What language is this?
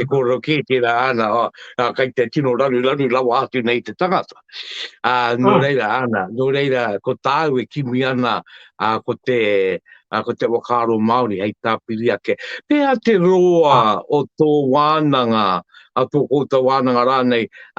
Māori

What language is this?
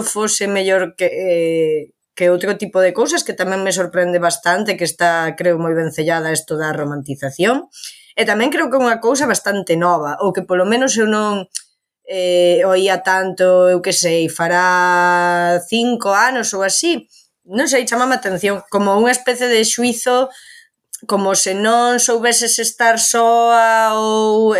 Galician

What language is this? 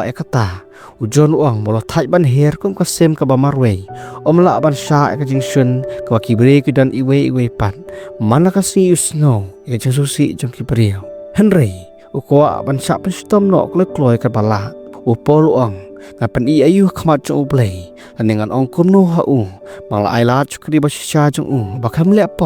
Khasi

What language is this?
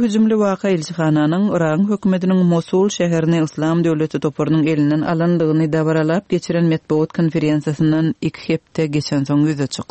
Turkmen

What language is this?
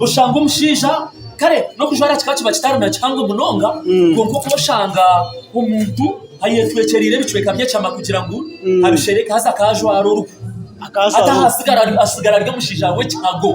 Nyankole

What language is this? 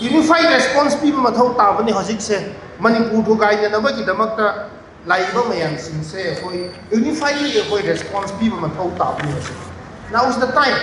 Manipuri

